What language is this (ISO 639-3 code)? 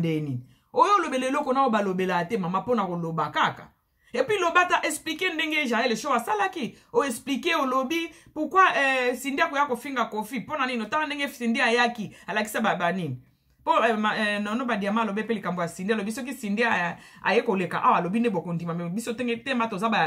lin